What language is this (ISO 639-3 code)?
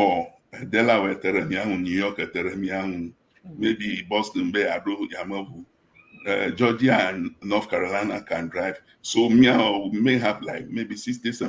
ewe